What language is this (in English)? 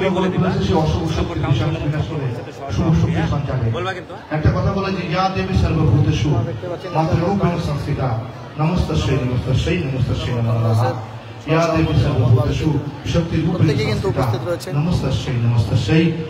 Bangla